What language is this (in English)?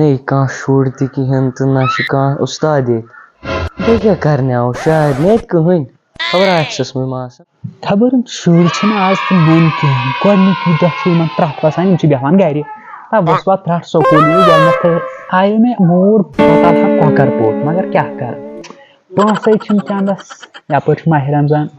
Kashmiri